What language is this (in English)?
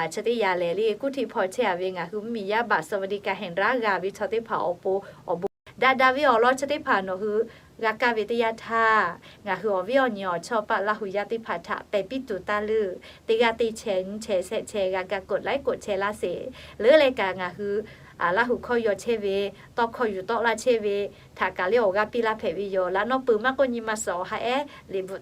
Lahu